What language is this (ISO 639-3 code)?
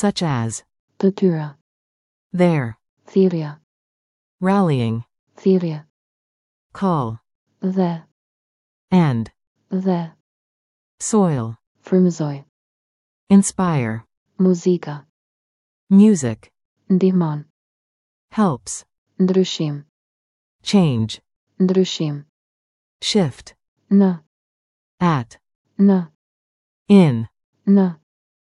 sqi